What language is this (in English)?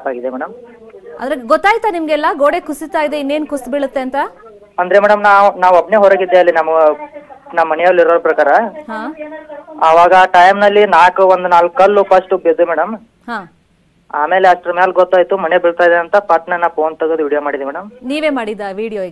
Kannada